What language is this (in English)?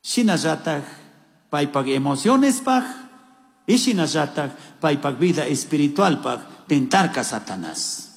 Chimborazo Highland Quichua